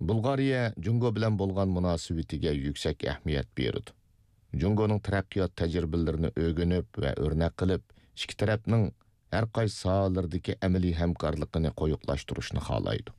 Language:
Uyghur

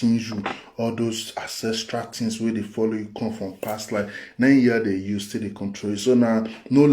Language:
Nigerian Pidgin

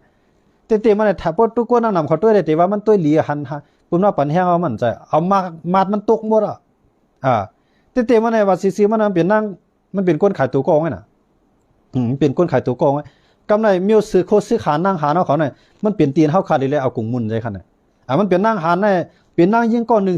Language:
Shan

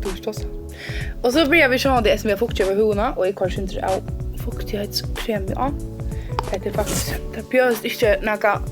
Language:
Faroese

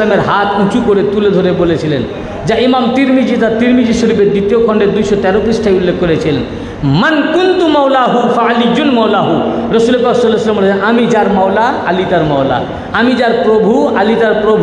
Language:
Bangla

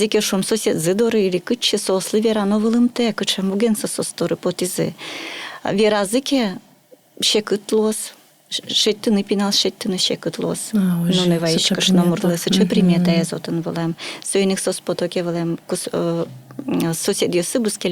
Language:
Udmurt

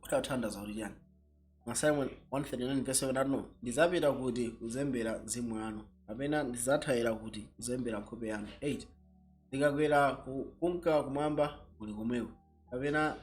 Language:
Nyanja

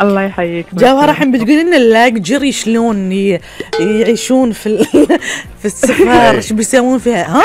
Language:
Gulf Arabic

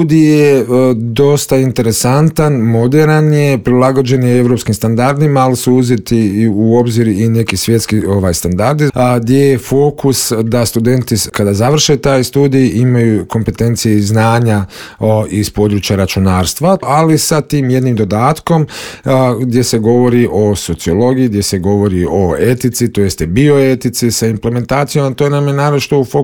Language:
Croatian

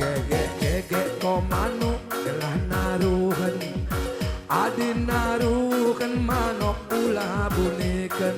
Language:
Batak Karo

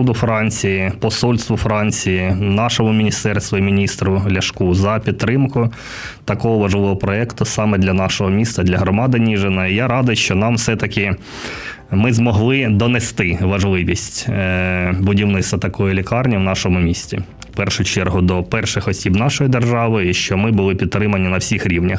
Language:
Ukrainian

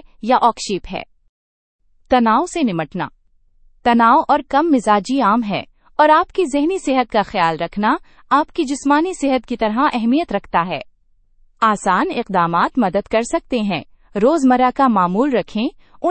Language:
Urdu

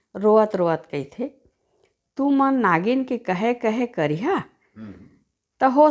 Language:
Chhattisgarhi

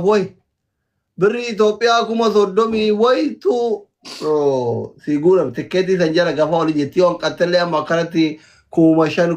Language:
Oromo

